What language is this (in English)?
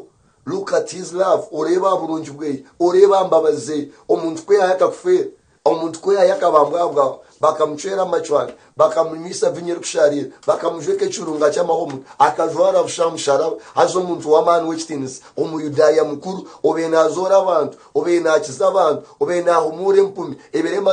Nyankole